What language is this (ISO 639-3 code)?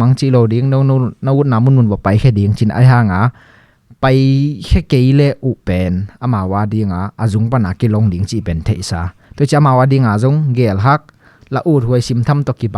ctd